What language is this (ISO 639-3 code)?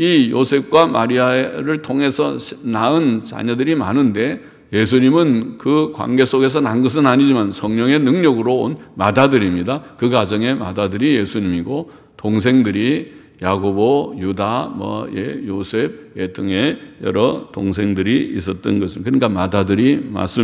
kor